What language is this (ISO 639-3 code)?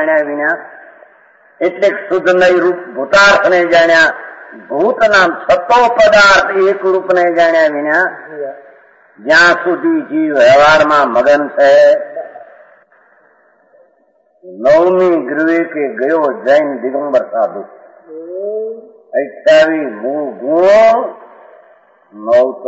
guj